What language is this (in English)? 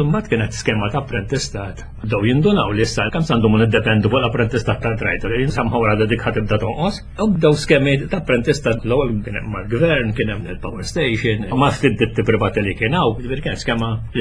Maltese